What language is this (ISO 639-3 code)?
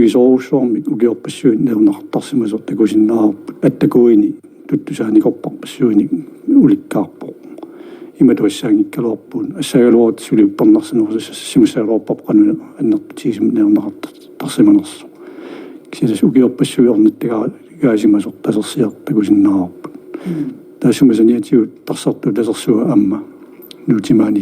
kal